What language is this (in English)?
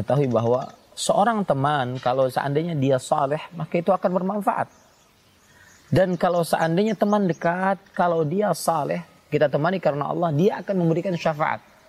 Indonesian